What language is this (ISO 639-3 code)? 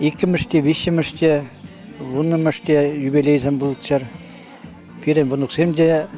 chv